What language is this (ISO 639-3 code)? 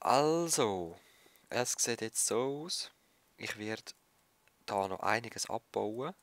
gsw